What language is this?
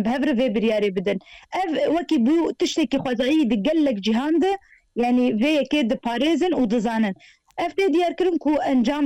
Kurdish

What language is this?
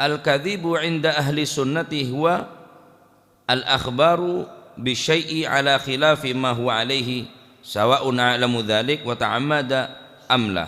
Madurese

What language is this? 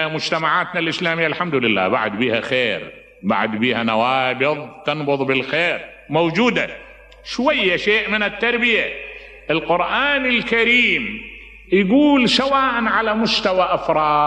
Mesopotamian Arabic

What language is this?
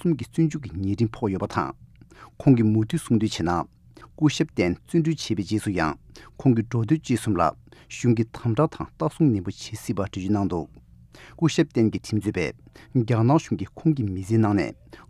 Tibetan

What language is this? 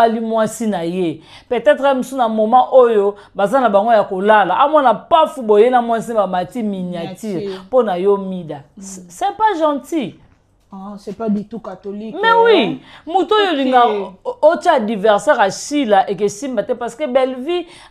Lingala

